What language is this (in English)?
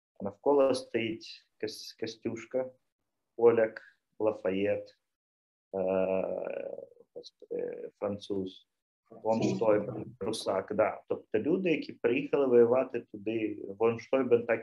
Ukrainian